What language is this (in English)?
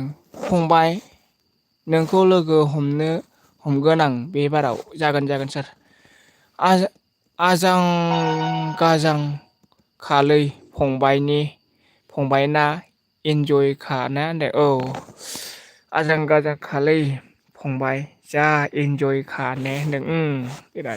Bodo